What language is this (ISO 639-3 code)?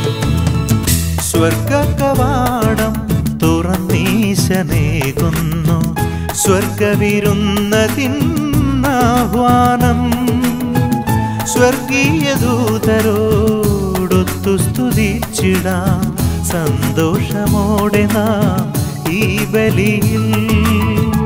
mal